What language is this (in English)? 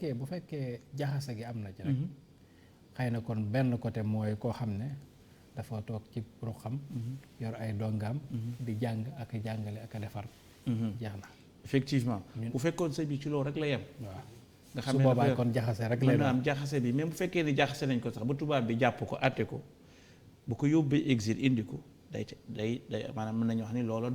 Wolof